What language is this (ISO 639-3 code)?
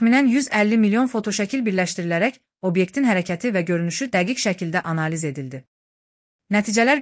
aze